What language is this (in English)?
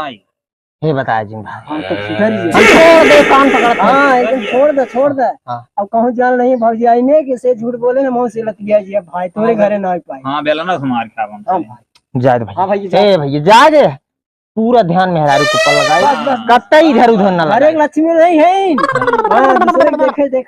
Awadhi